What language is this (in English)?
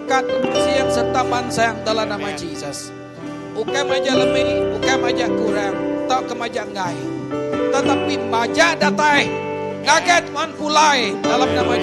Iban